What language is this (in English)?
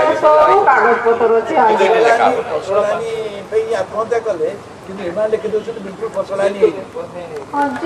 Odia